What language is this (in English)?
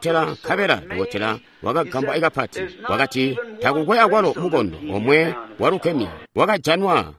Tonga (Zambia)